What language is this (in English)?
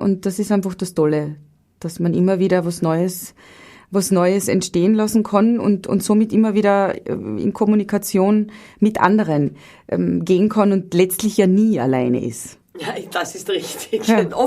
Bavarian